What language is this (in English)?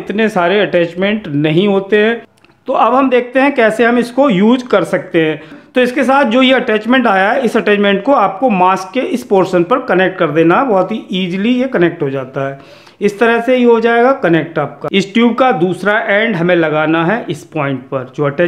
Hindi